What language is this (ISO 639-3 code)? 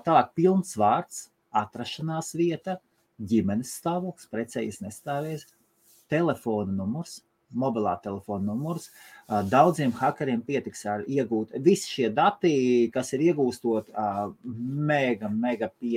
lav